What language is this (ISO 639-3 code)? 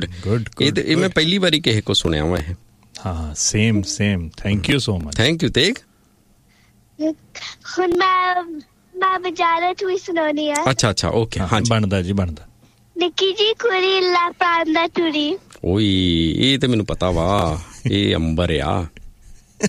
pan